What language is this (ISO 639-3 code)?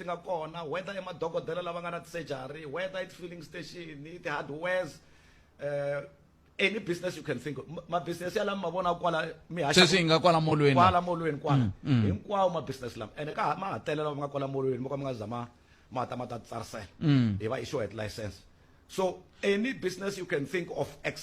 tso